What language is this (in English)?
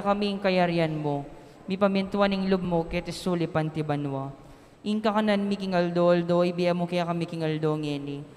Pampanga